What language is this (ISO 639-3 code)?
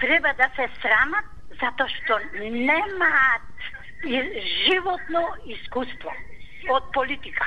mkd